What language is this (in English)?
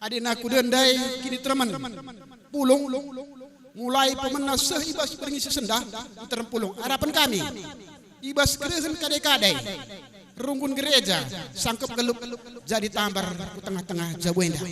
Batak Karo